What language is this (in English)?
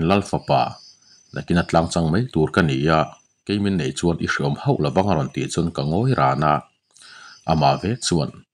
Mizo